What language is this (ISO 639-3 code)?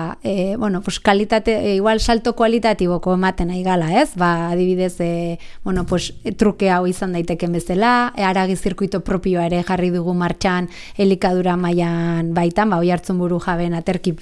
eus